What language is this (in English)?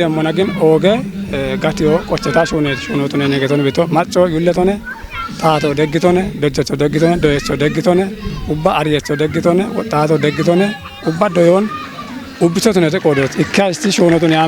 Kafa